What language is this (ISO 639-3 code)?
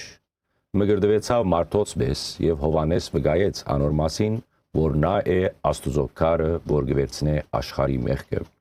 hyw